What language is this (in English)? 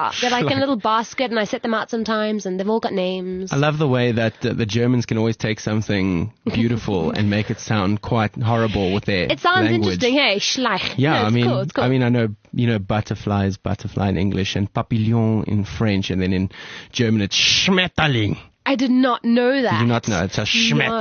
English